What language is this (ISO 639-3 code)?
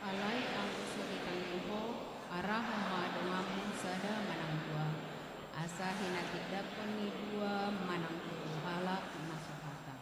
bbc